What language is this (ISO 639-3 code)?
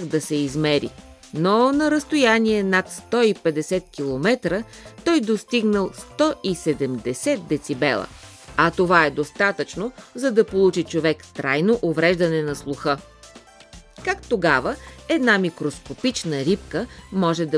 bul